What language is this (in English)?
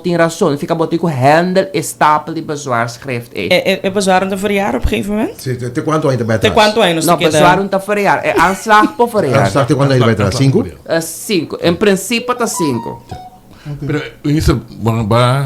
Papiamento